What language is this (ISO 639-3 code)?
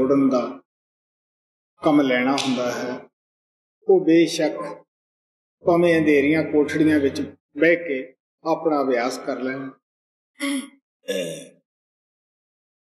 pan